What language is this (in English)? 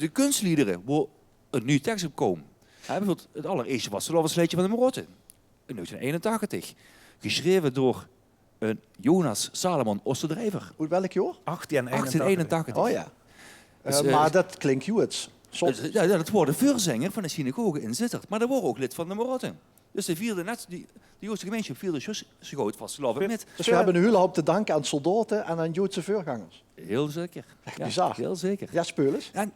Limburgish